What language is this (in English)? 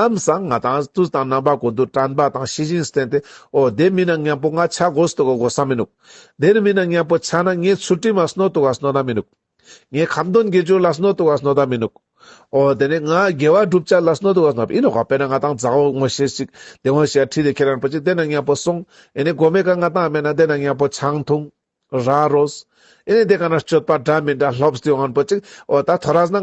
Ladakhi